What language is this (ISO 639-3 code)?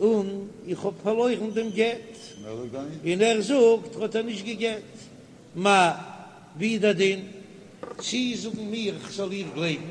yid